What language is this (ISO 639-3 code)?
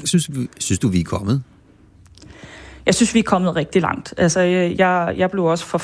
dan